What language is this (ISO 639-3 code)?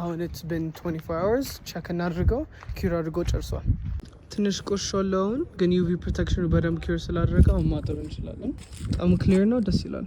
amh